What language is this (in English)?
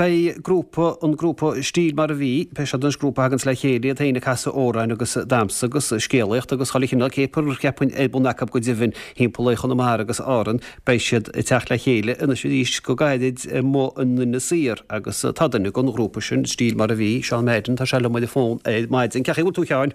Irish